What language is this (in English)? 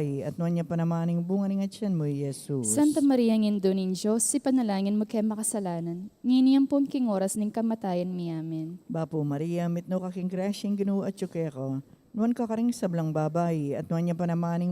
Pampanga